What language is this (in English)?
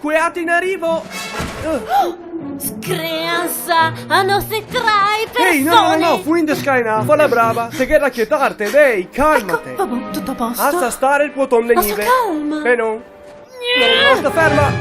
Venetian